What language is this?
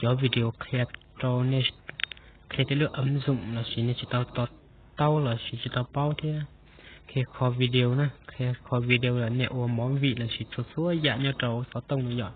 Hmong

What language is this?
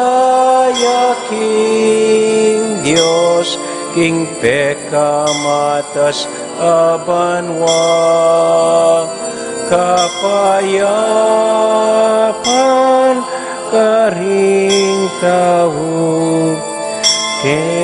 Pampanga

